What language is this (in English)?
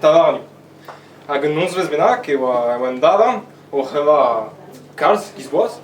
Breton